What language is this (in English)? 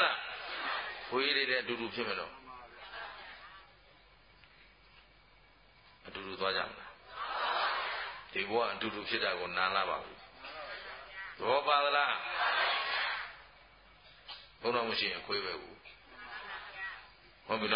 Burmese